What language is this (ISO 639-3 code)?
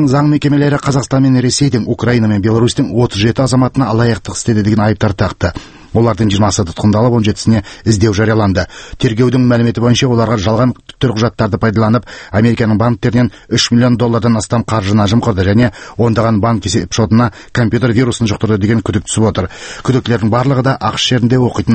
kir